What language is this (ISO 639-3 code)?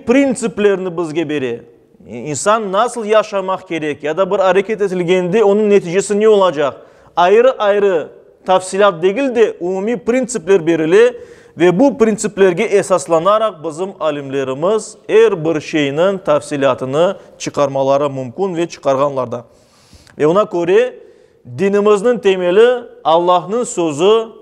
crh